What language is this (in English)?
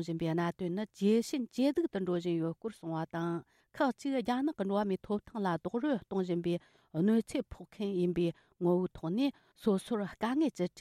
Tibetan